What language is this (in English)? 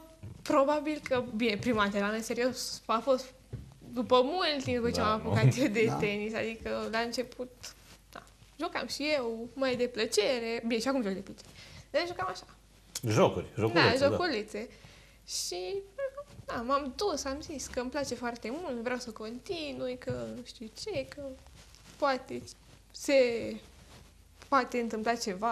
Romanian